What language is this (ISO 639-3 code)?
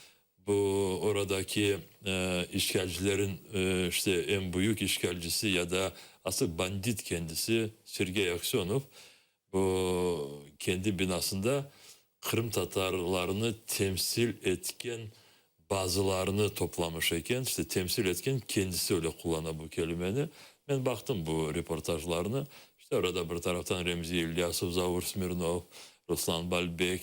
crh